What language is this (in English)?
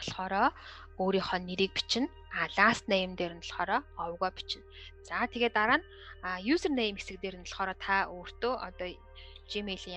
Mongolian